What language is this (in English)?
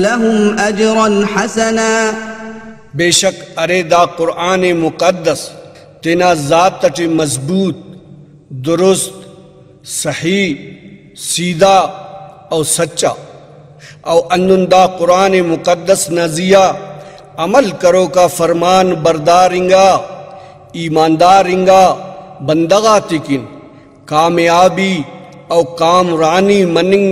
Brahui